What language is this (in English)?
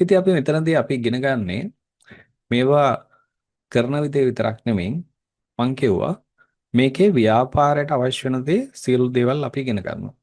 Sinhala